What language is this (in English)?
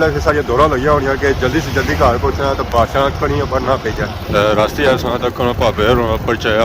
Pahari-Potwari